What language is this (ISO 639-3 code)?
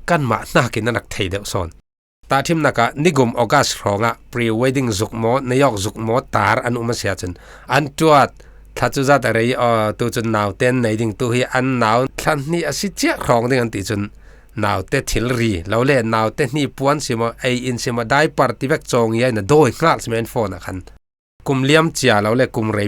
cfm